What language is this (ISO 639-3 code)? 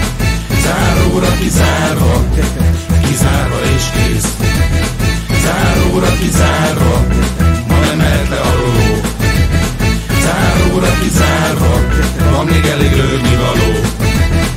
hun